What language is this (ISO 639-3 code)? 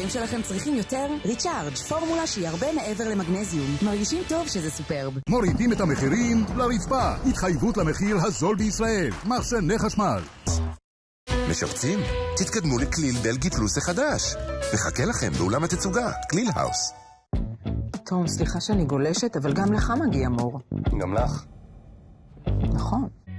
heb